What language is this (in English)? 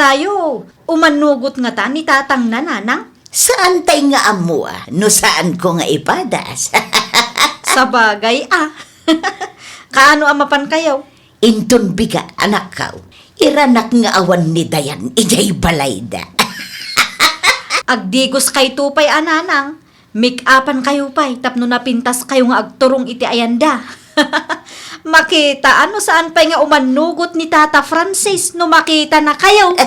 Iloko